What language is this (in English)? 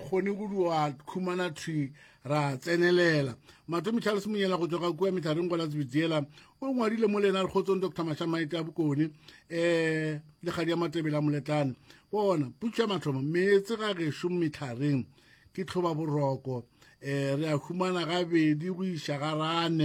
Northern Sotho